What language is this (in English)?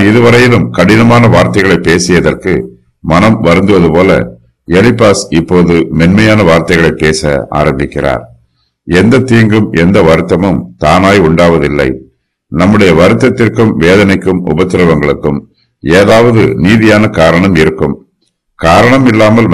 Tamil